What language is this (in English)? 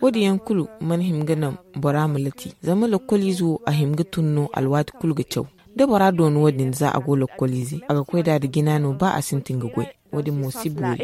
Zarma